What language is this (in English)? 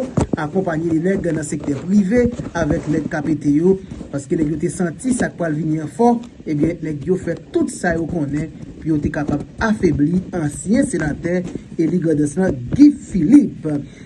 Haitian Creole